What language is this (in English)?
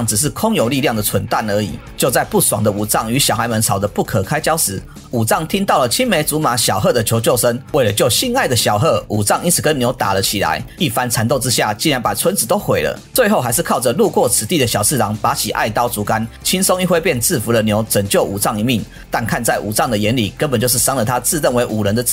Chinese